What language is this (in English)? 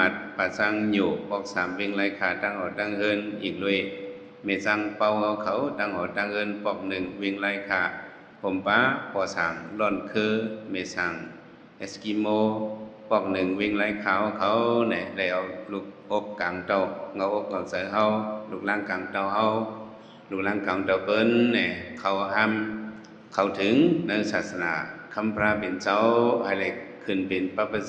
Shan